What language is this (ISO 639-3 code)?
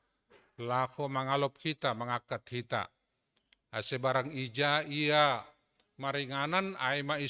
bts